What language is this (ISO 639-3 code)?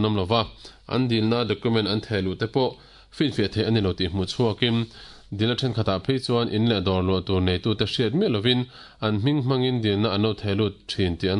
lus